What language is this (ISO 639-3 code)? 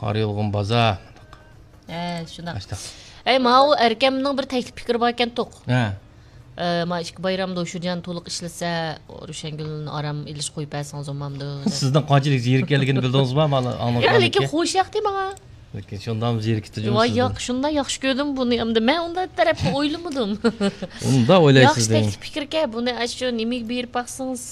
uig